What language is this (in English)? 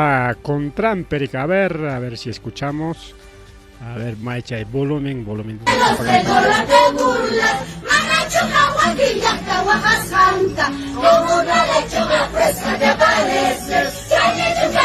Ayacucho Quechua